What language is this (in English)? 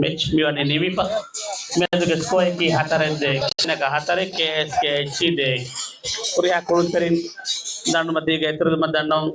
Divehi